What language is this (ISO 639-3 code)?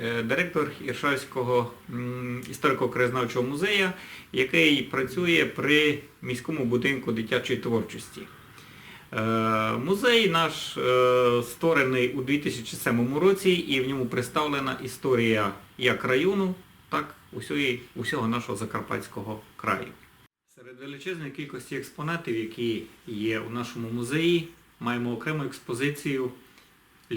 rue